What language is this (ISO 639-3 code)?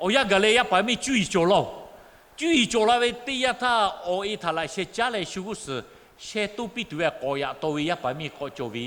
lhu